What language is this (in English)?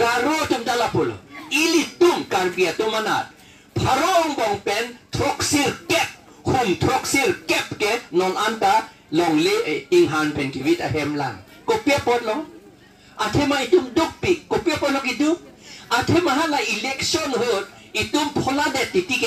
Karbi